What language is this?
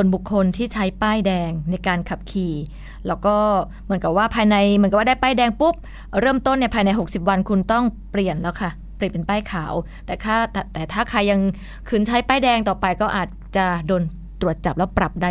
Thai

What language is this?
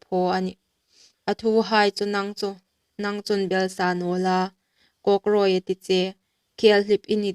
Hmar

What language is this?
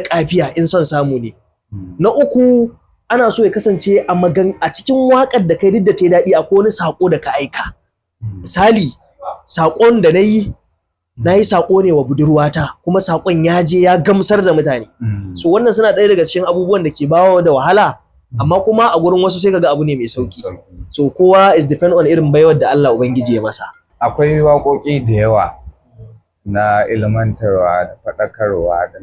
Hausa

